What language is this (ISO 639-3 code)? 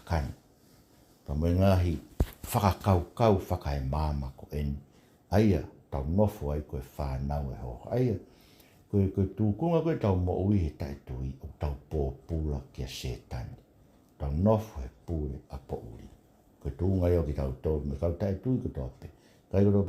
ton